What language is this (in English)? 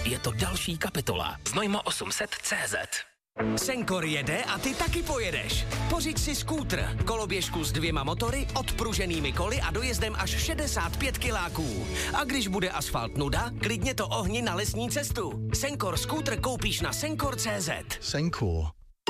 Czech